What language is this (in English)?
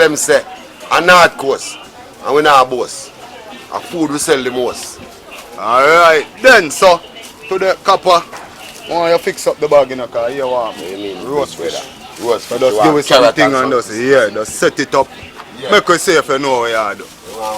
Jamaican Creole English